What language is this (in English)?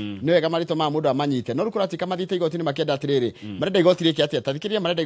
Kikuyu